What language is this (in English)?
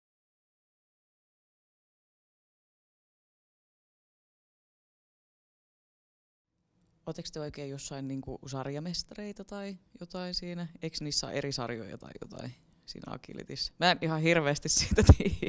Finnish